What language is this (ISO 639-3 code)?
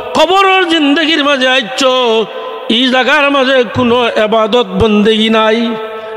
syl